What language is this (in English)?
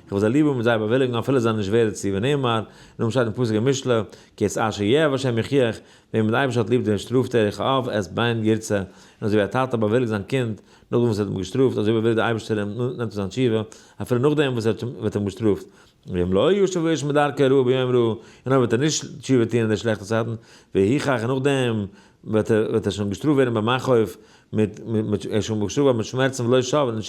Yiddish